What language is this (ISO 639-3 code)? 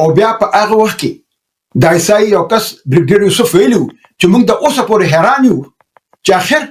pus